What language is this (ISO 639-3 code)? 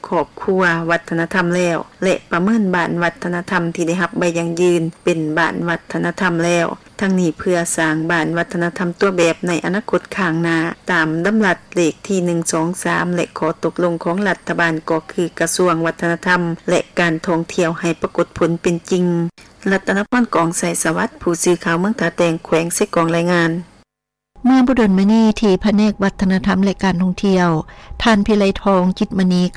lao